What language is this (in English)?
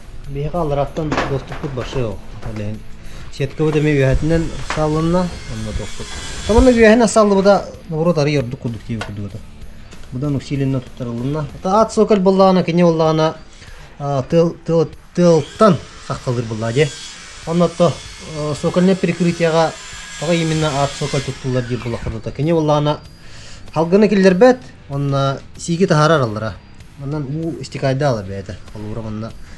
Yakut